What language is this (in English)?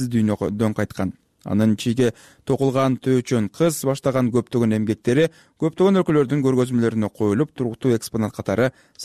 Kyrgyz